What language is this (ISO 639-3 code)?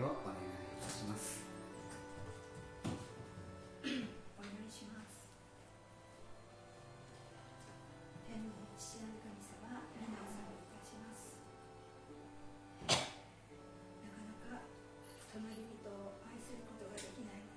jpn